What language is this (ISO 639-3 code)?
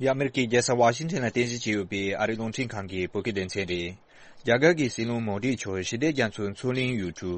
bod